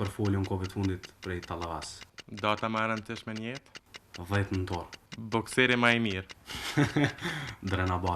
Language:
Albanian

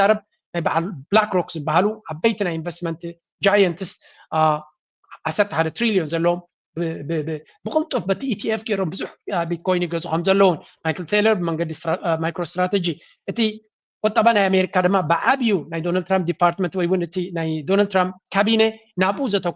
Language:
Tigrinya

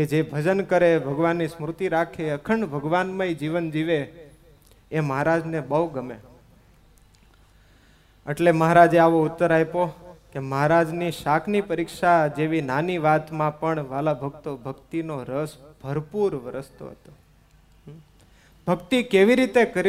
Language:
Gujarati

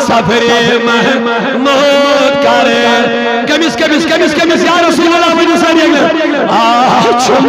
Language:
Kashmiri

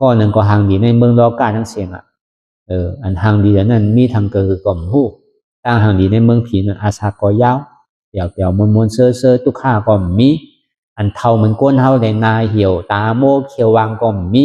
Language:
Shan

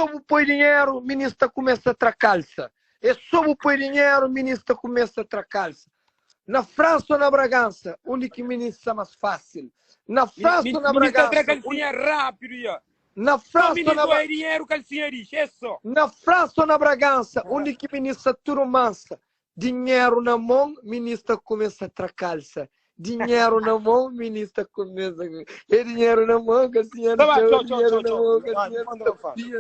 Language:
Kabuverdianu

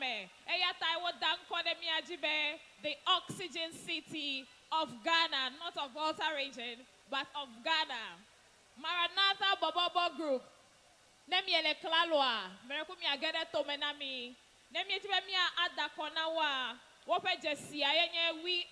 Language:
Ewe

